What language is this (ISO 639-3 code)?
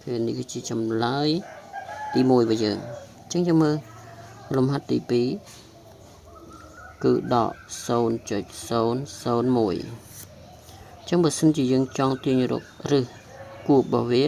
khm